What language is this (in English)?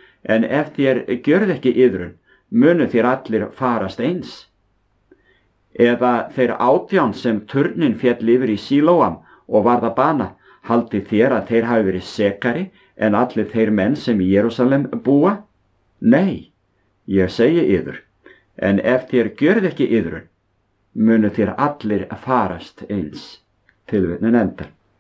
Icelandic